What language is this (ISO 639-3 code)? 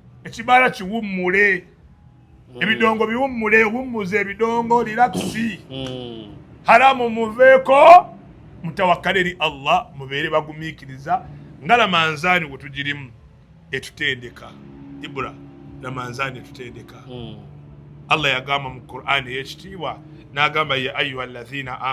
lug